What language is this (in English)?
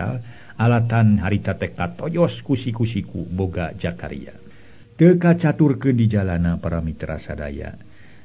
Sundanese